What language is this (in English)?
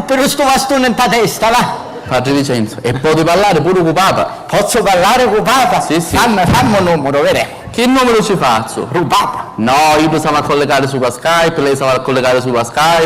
Sicilian